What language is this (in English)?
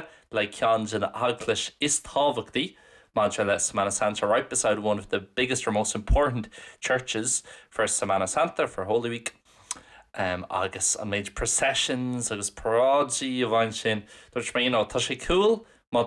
Irish